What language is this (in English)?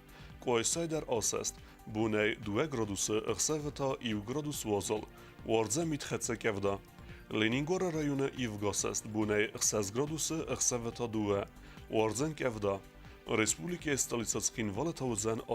Ossetic